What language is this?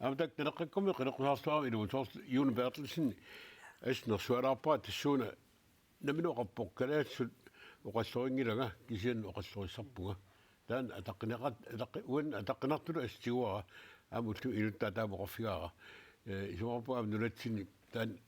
Kalaallisut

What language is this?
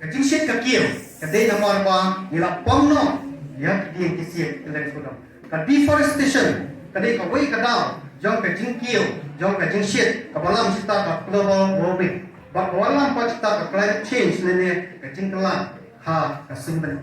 Khasi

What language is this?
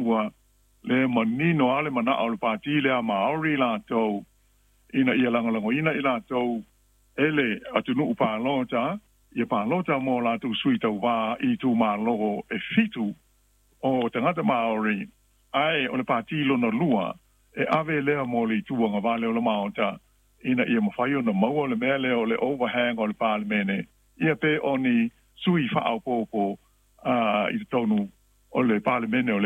Samoan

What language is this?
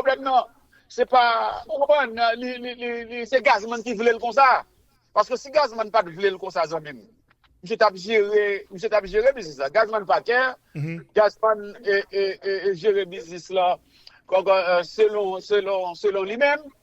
Haitian Creole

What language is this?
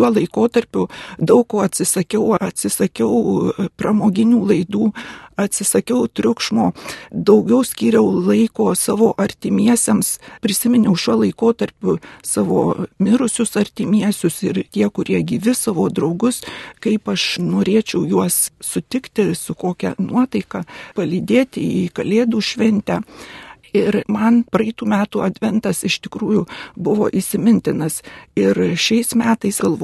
Lithuanian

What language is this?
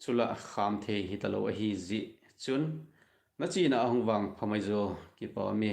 Thado Chin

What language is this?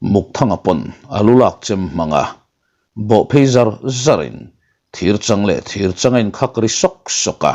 Mizo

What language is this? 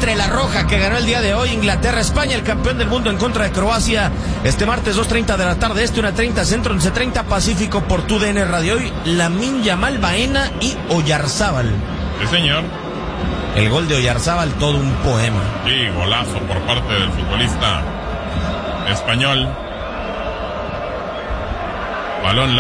Spanish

